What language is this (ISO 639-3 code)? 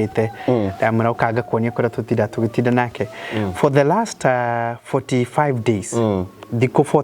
kik